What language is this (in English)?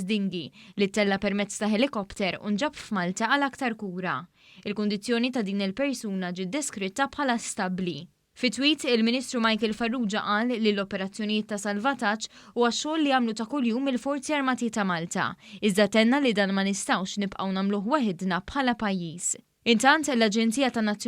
Maltese